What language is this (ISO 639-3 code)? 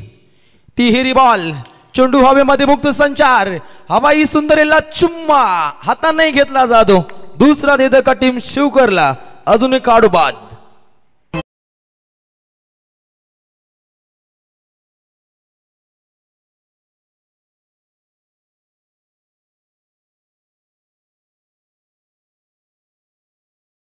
mar